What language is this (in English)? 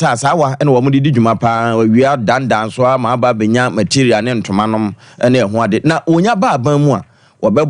Akan